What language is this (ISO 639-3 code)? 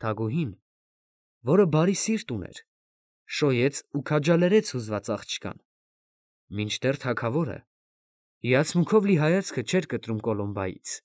hye